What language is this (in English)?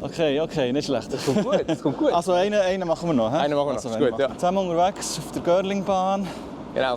Swiss German